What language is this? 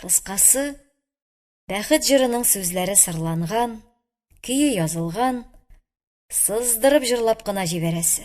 Tatar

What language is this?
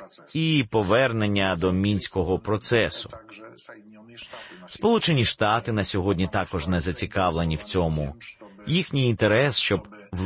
Ukrainian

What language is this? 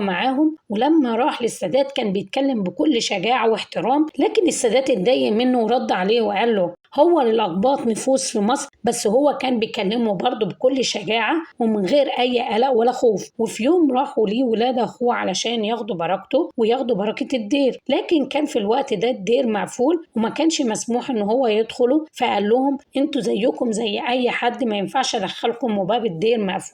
Egyptian Arabic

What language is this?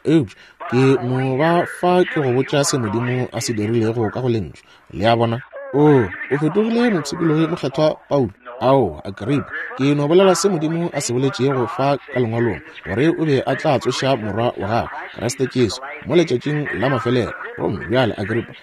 Northern Sotho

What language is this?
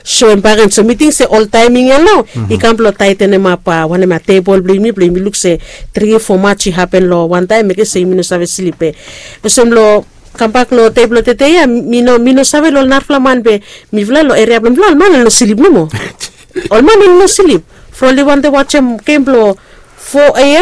Bislama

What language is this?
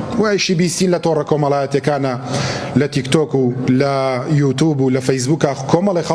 Central Kurdish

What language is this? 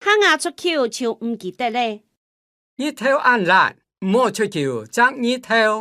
Hakka Chinese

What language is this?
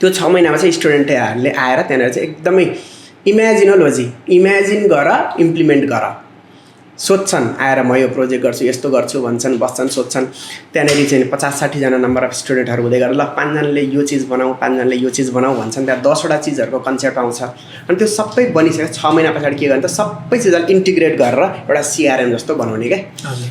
Nepali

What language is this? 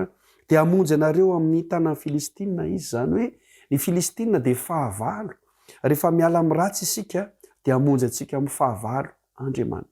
Malagasy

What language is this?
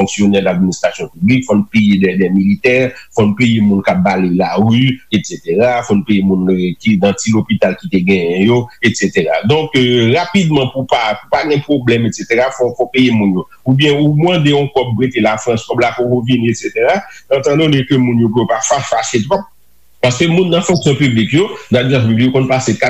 Haitian Creole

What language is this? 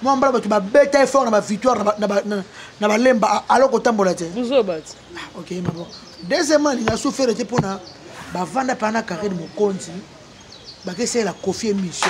Lingala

